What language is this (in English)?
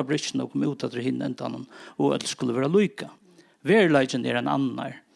Faroese